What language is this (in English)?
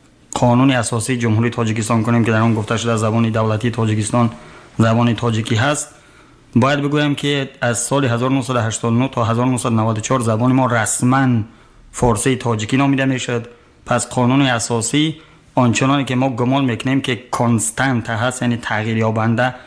Tajik